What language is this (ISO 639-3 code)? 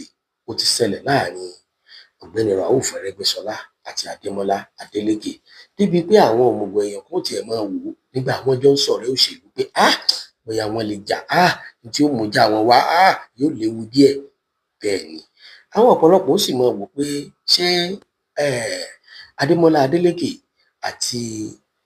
yor